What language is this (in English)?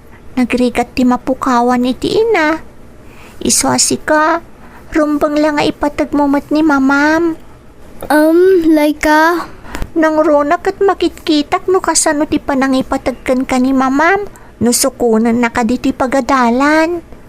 Iloko